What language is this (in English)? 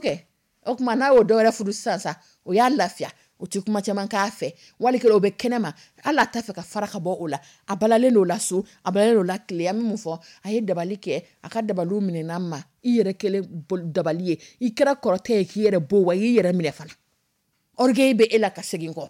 Dyula